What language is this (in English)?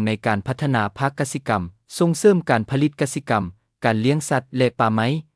Lao